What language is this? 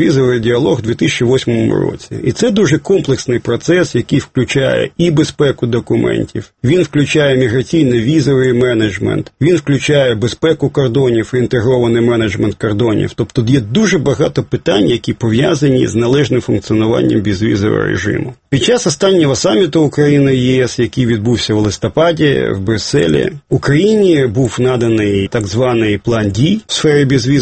Ukrainian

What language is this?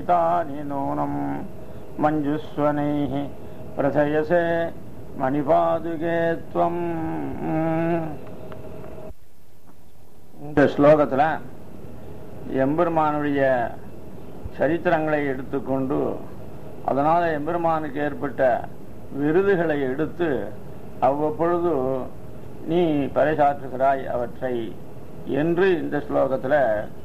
Tamil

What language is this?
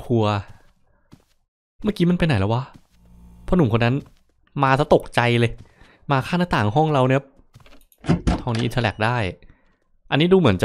Thai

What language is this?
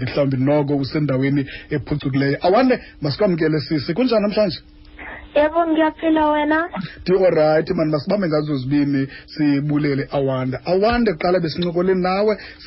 Xhosa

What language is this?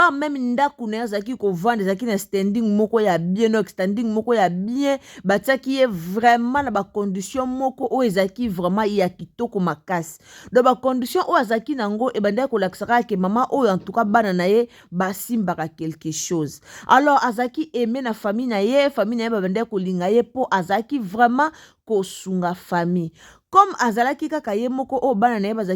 Lingala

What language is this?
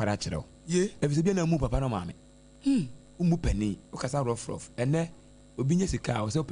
Akan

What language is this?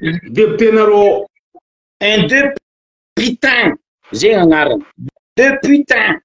Malagasy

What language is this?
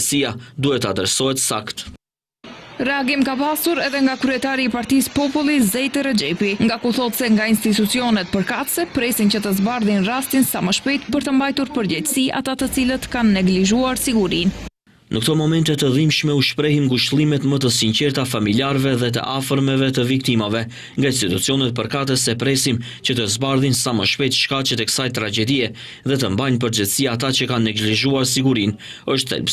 Albanian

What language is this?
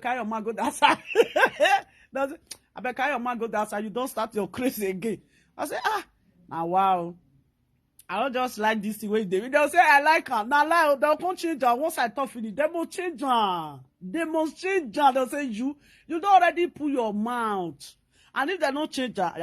Nigerian Pidgin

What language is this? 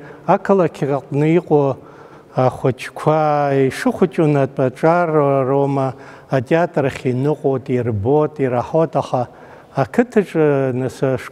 Abkhazian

